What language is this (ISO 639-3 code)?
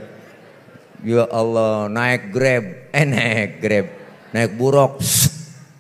bew